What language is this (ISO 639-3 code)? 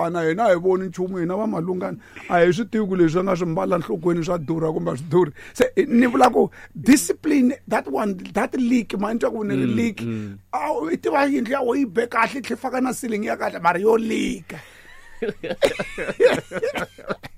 tso